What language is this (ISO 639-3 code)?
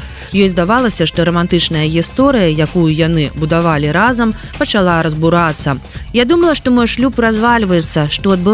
bel